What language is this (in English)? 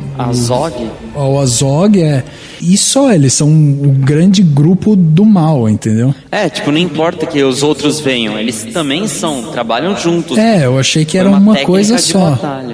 Portuguese